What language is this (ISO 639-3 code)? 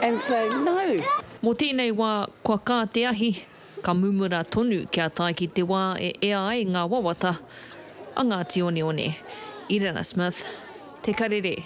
mri